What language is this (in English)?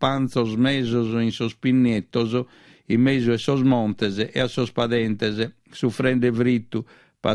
Sardinian